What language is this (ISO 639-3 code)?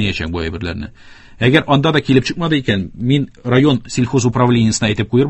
tat